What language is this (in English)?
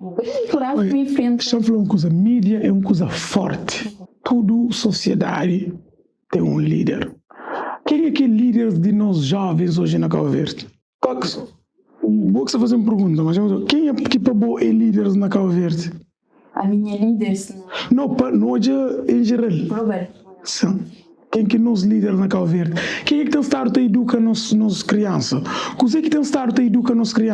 Kabuverdianu